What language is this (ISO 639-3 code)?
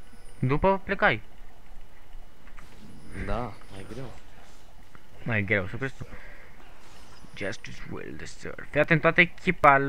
ron